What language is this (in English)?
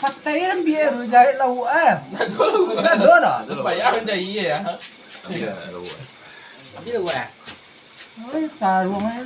Minangkabau